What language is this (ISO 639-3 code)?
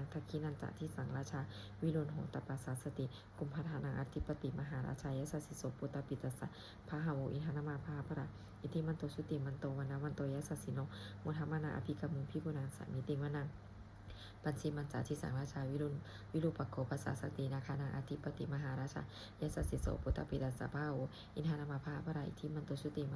pli